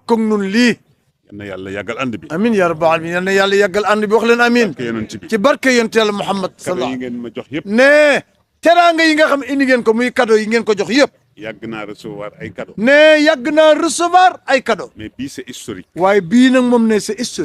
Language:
Wolof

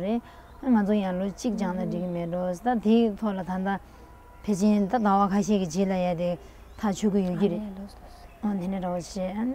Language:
Tibetan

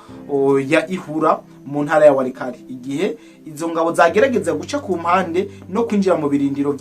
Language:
Rundi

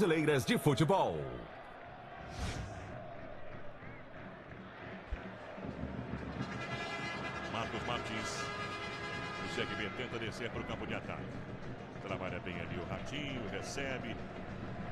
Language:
Portuguese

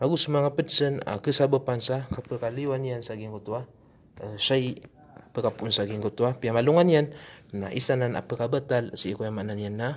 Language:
Maranao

